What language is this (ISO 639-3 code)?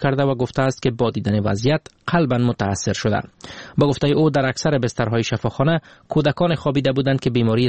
fas